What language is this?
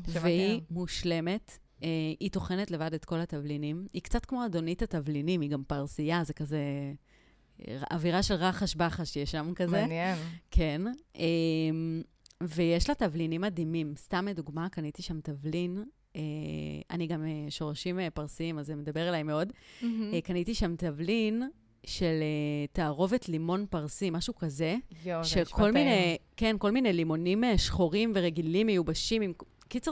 Hebrew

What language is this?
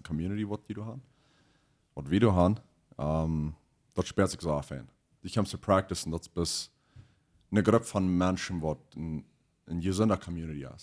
Plautdietsch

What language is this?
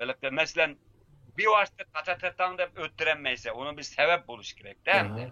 Uyghur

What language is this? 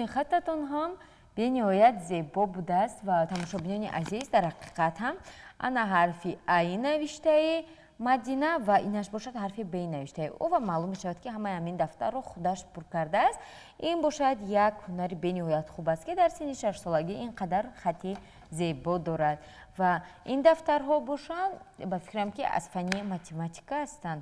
Tajik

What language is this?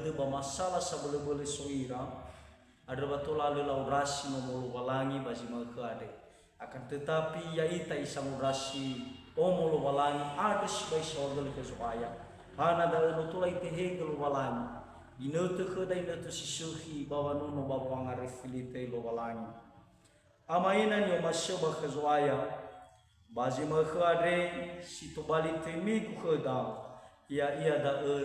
Nias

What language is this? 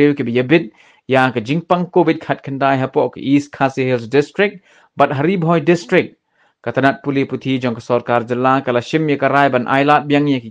Khasi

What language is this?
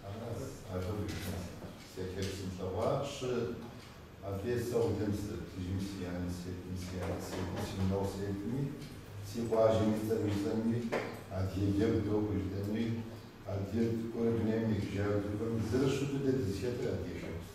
Kabardian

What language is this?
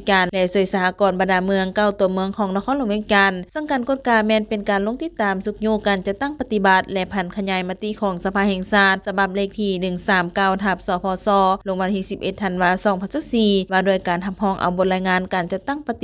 Lao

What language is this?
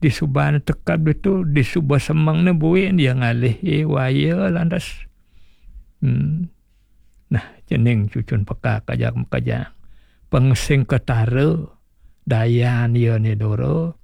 Balinese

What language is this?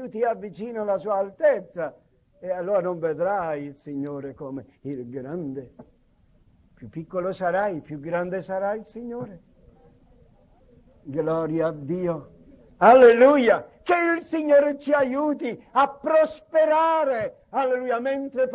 Italian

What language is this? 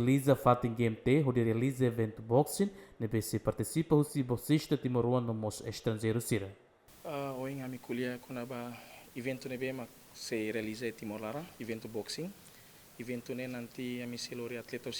Tetum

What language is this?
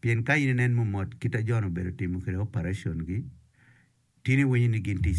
Acoli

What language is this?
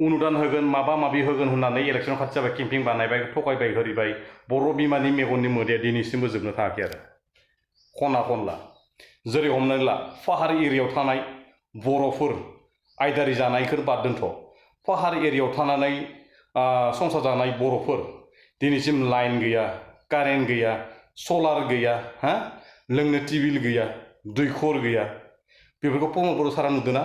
Bodo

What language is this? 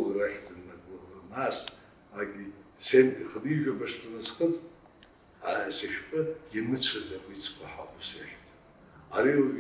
Abkhazian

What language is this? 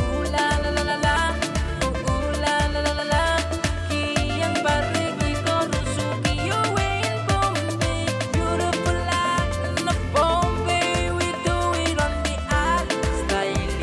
Pohnpeian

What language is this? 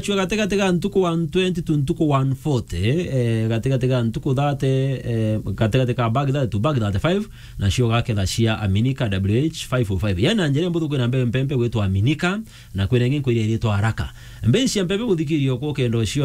Meru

